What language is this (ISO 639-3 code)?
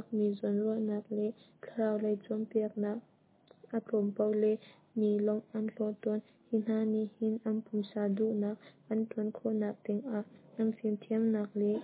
cnh